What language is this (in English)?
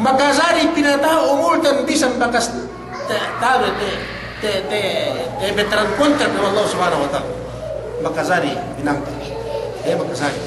Yakan